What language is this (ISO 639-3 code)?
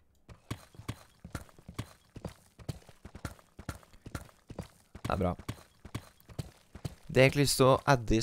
nor